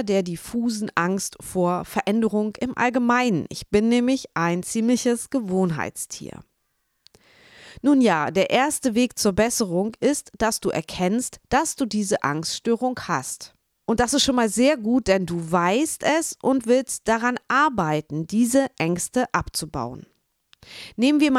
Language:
German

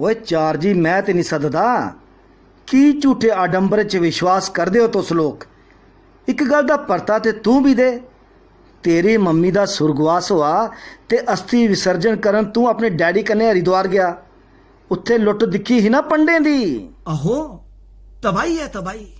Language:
Dogri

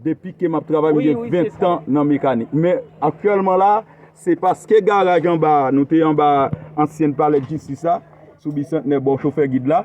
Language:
Haitian Creole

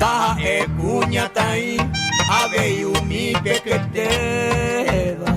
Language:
Guarani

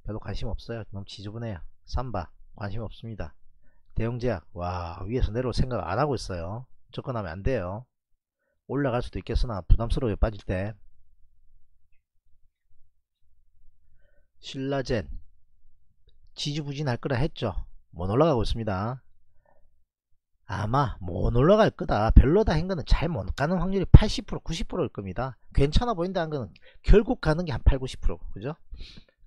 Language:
Korean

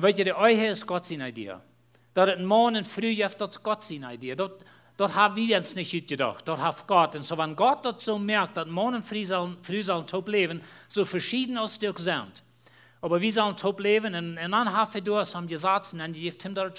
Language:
Plautdietsch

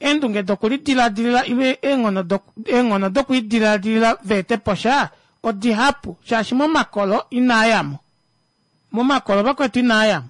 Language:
Kuanyama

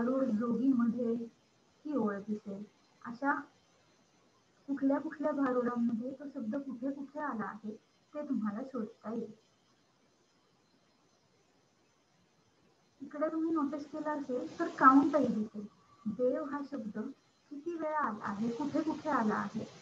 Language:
Marathi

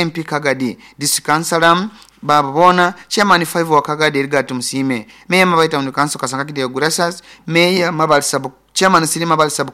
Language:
Nyoro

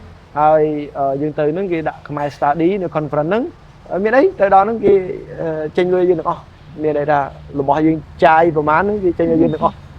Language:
Khmer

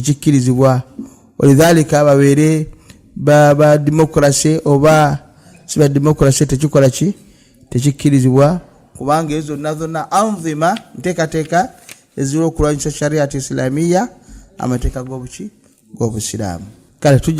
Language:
Ganda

